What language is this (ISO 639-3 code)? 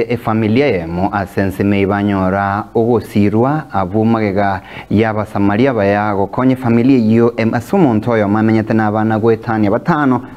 guz